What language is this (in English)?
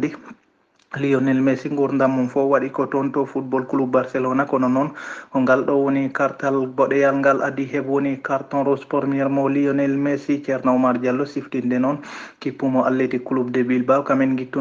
Fula